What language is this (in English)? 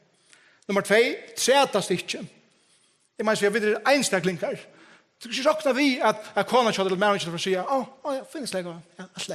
Faroese